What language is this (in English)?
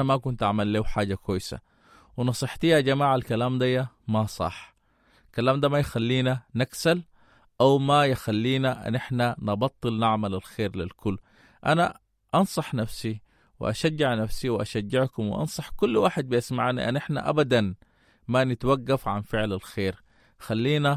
Sudanese Arabic